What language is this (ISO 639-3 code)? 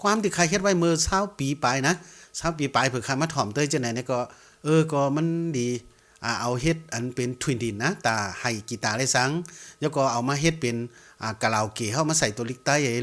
shn